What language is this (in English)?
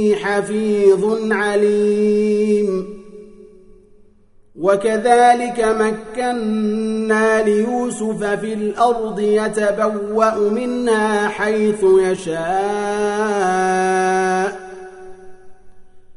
Arabic